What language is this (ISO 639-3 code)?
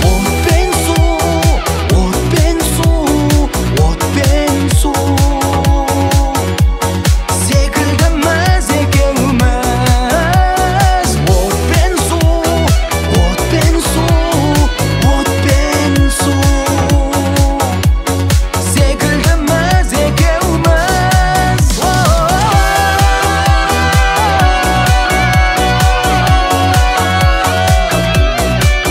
kaz